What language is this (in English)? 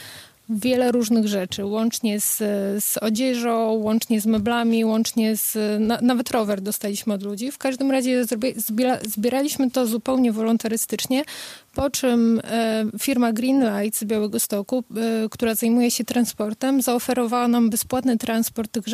Polish